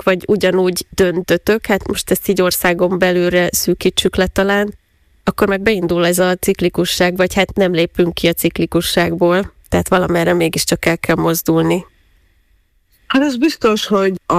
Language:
Hungarian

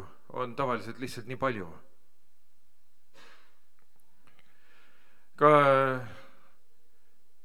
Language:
Estonian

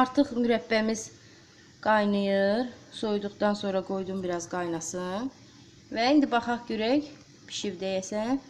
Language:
Azerbaijani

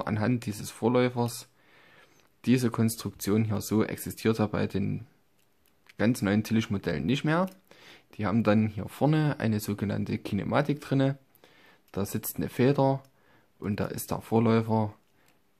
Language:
German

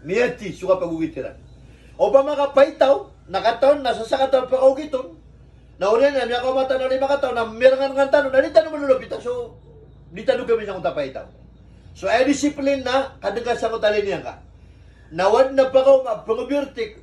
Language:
Maranao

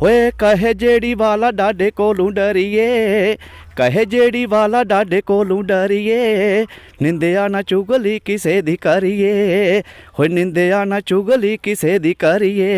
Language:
Dogri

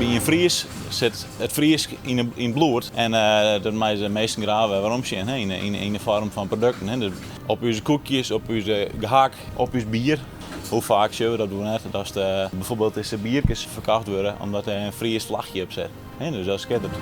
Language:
Western Frisian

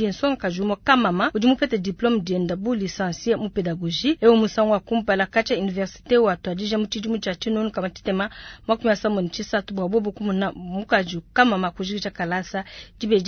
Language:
Luba-Lulua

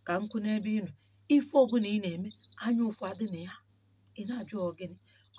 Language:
Igbo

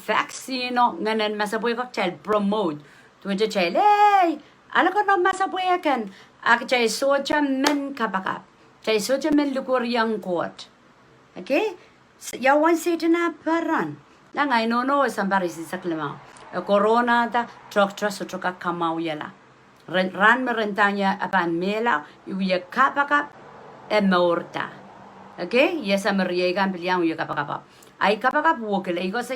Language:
Pohnpeian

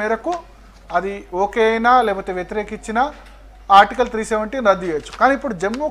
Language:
Telugu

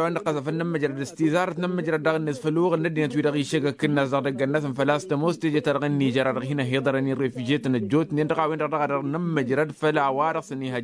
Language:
Tamasheq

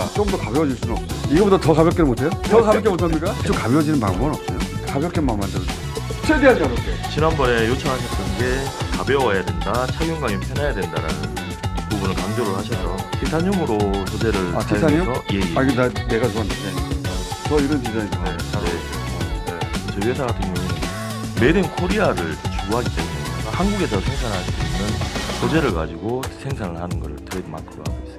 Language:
Korean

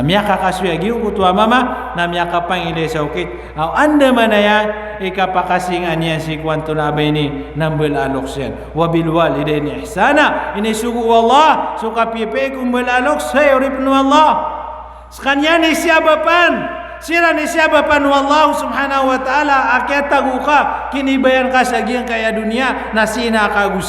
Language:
Maranao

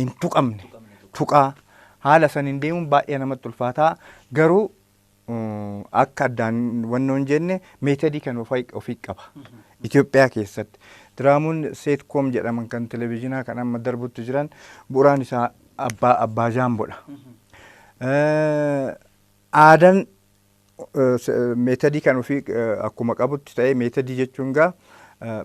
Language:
Oromo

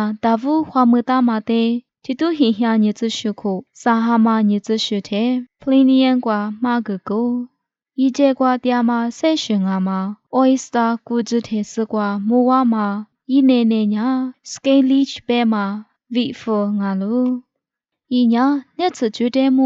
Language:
Lisu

